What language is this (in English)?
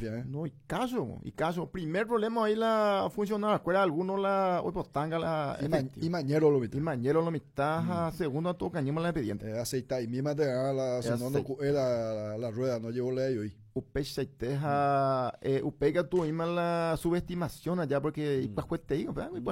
Guarani